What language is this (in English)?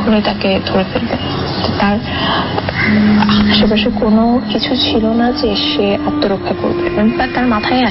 Bangla